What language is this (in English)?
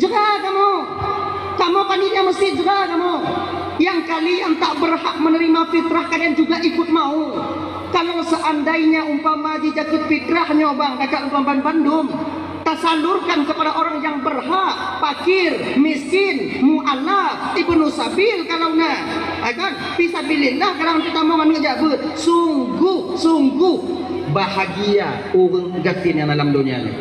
Achinese